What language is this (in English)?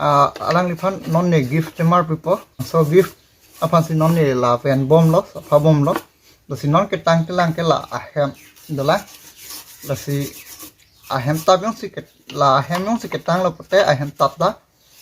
Karbi